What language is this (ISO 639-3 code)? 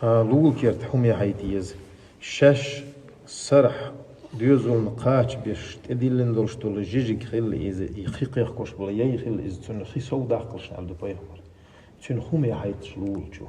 che